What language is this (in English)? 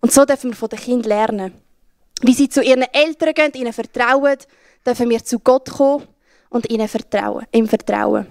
Swiss German